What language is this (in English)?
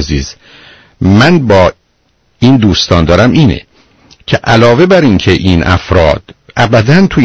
Persian